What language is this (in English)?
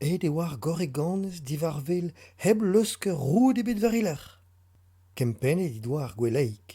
Breton